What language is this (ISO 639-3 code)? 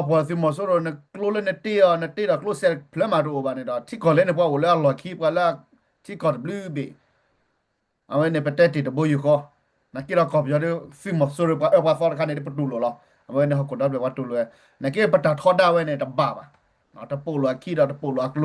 ksw